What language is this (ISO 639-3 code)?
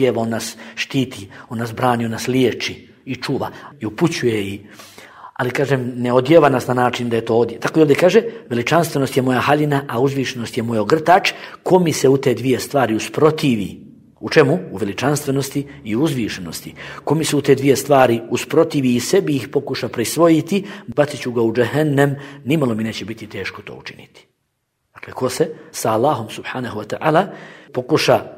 bos